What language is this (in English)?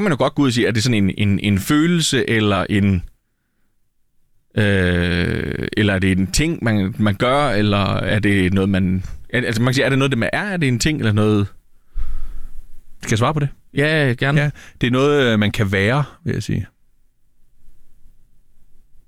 Danish